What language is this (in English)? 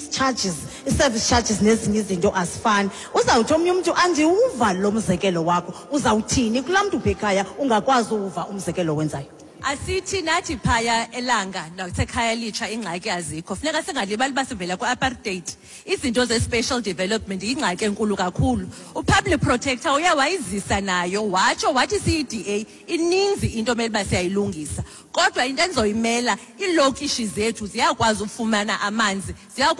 Xhosa